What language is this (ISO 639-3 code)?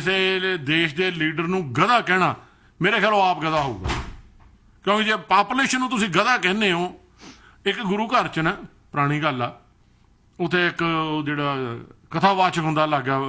pan